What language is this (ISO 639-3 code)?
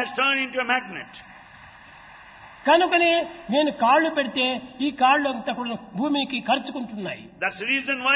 tel